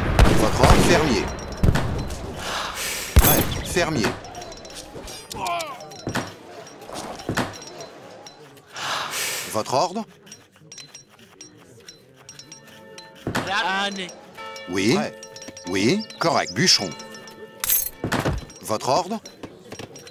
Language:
French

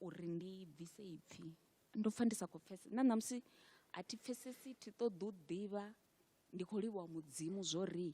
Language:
Venda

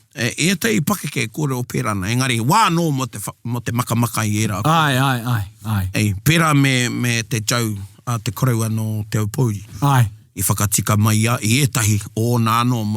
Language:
Māori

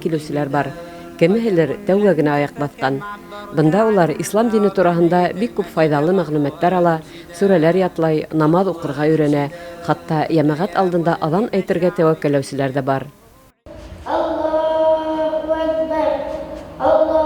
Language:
Bashkir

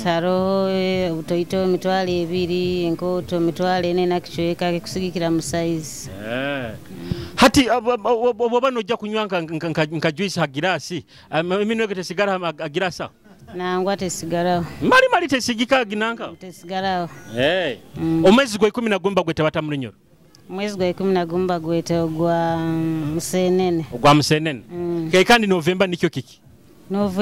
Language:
Nyoro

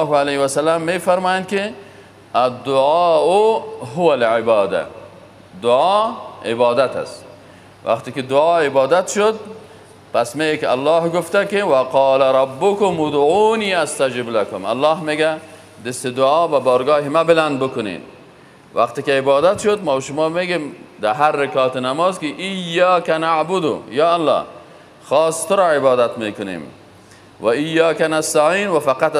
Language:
Persian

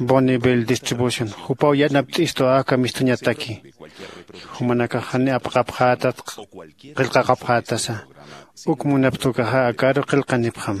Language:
Aymara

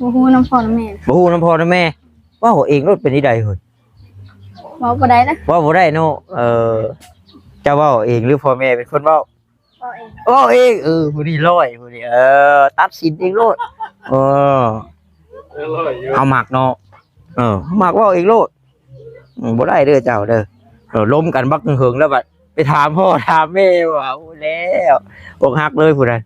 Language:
Northeastern Thai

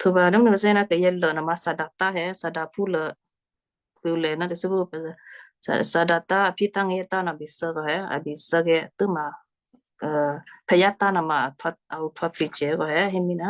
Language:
Western Kayah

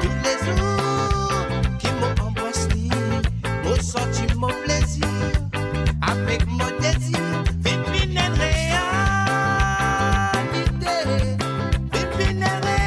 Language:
Morisyen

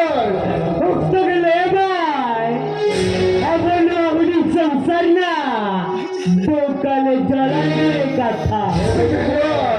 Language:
Santali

